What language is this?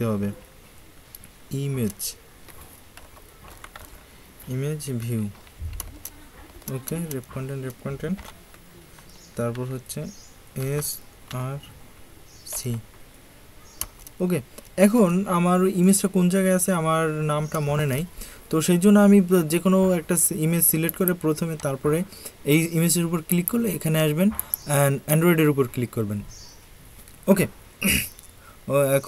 Bangla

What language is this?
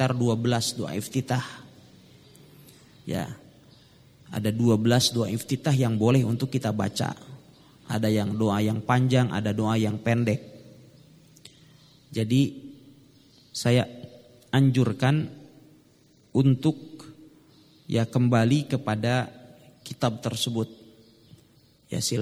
Indonesian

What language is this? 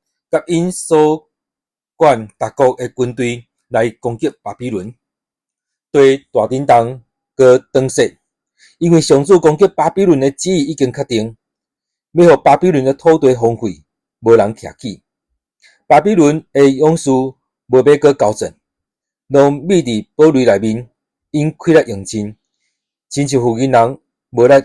Min Nan Chinese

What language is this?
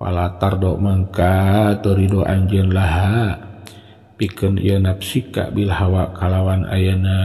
Sundanese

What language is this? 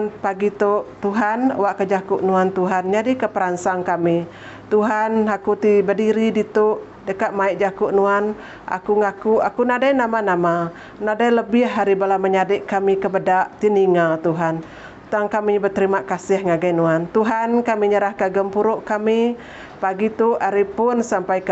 Iban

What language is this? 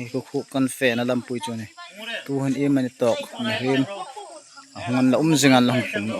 Hmar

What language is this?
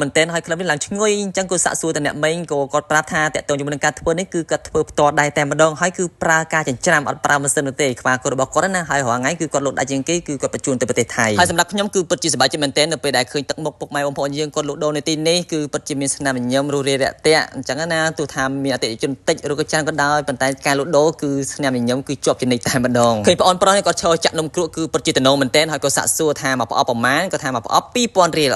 Khmer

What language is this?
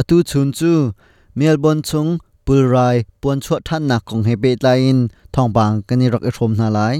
Hakha Chin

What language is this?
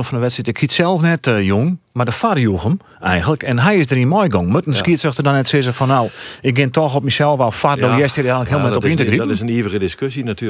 Western Frisian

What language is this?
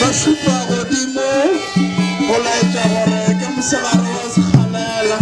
Northern Sotho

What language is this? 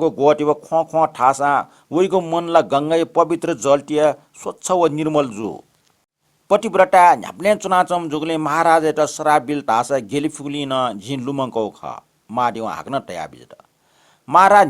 Newari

